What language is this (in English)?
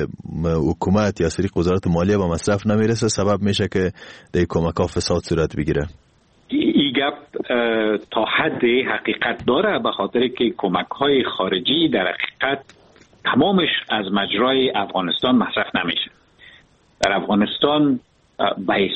Persian